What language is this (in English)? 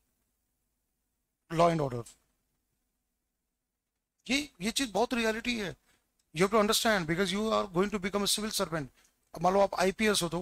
Hindi